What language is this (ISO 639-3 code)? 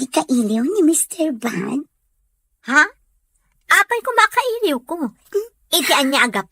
ilo